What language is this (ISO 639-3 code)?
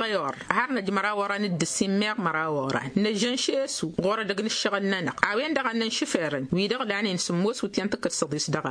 taq